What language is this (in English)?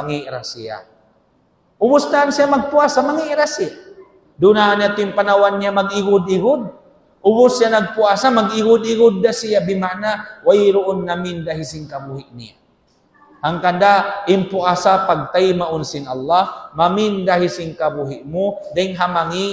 Tausug